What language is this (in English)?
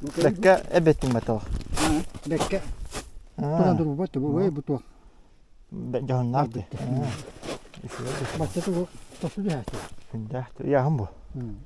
Yakut